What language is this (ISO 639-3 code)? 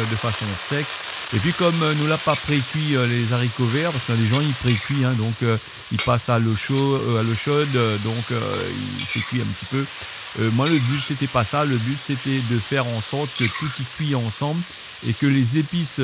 rcf